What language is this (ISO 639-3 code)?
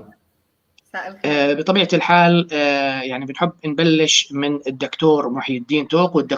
apc